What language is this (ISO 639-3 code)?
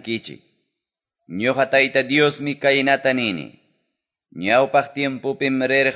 que